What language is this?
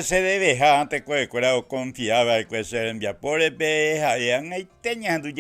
Guarani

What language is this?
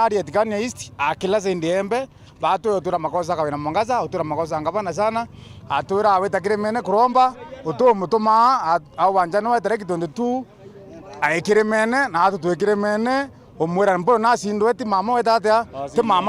Meru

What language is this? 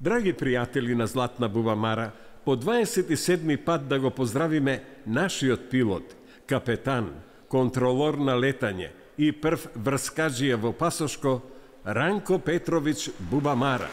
Macedonian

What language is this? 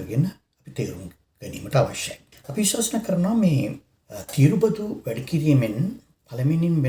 Sinhala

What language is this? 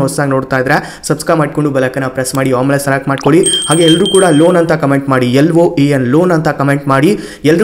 Kannada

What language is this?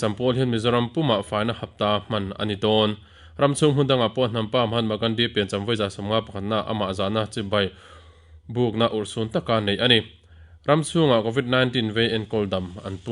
Mizo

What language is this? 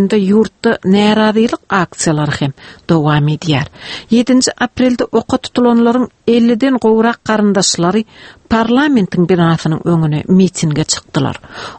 Turkmen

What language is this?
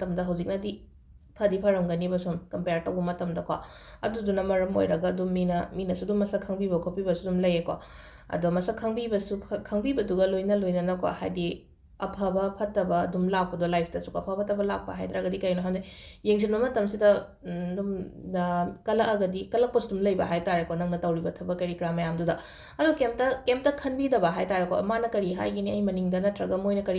Manipuri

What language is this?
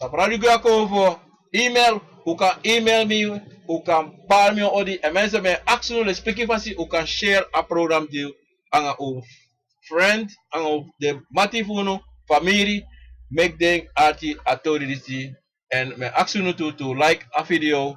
Sranan Tongo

